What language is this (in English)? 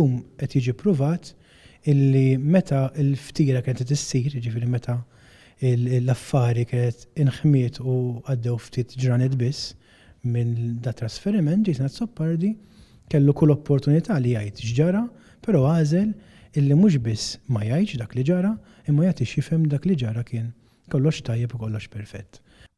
Maltese